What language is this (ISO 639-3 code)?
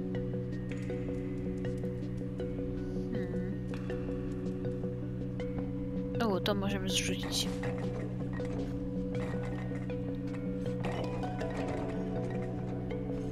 pol